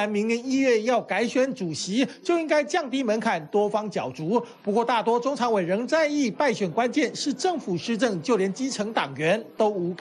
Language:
Chinese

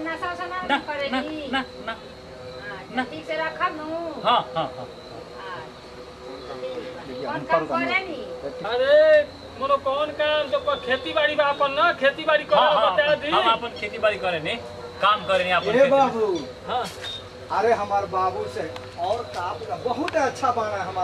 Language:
Bhojpuri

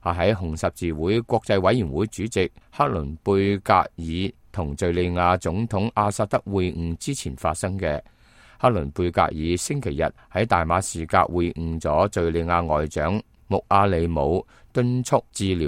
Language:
Cantonese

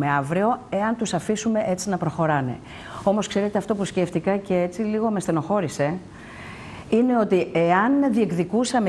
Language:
Greek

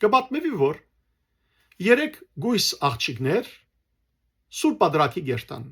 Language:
Western Armenian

